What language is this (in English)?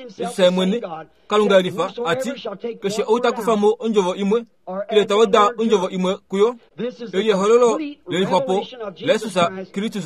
Kuanyama